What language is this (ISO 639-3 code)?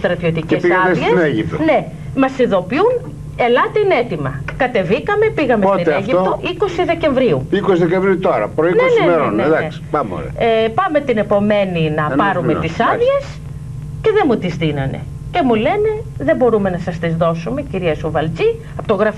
ell